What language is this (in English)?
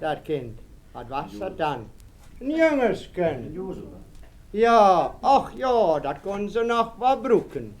Westphalien